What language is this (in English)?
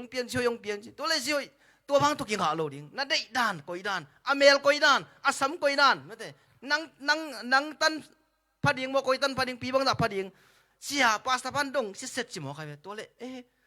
Tedim Chin